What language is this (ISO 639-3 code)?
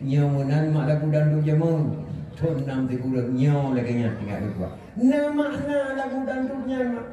ace